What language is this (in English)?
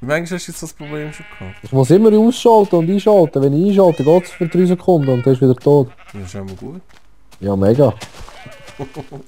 Swiss German